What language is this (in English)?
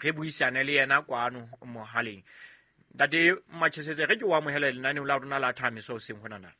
Southern Sotho